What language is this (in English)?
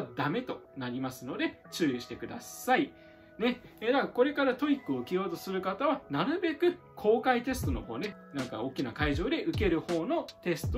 Japanese